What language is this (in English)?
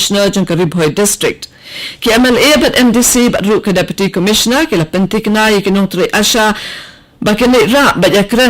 Khasi